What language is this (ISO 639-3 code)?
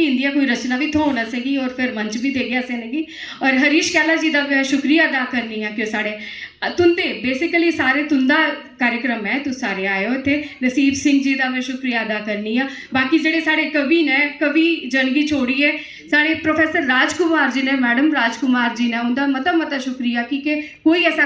doi